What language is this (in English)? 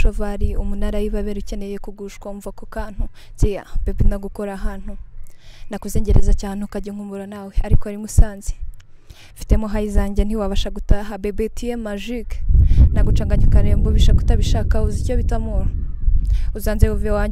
Kinyarwanda